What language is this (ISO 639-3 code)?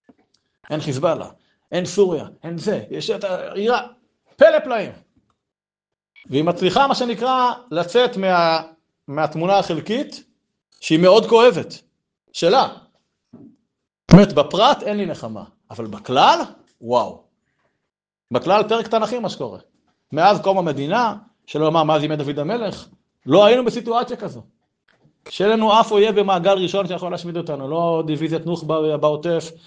heb